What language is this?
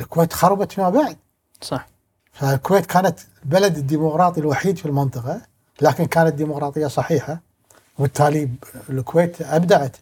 Gulf Arabic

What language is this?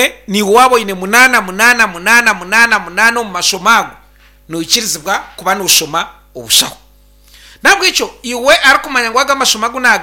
Nyankole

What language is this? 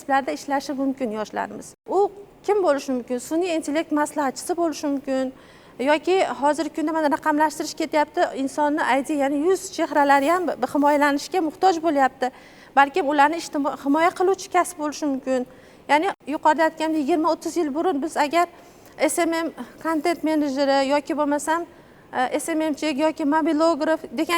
Uzbek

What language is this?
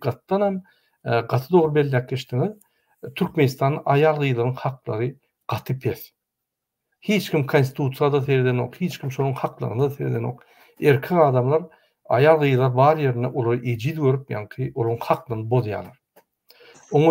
Turkmen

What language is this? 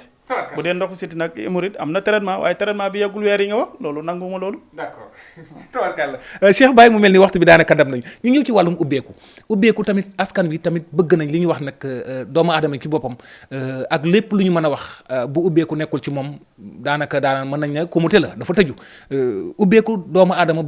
Wolof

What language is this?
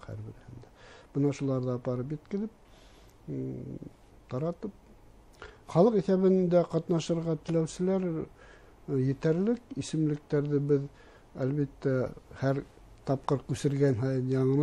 Bashkir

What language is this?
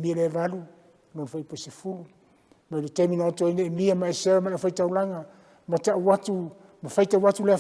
Samoan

